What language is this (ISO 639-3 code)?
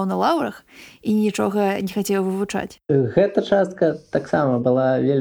bel